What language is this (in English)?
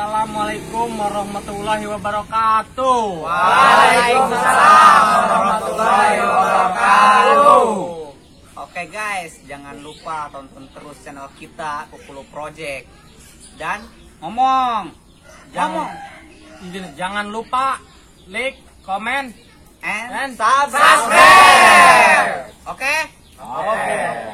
Sundanese